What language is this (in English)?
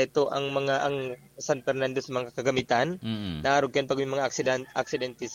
Bikol